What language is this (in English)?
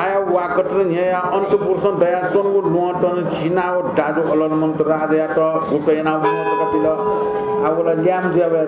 Newari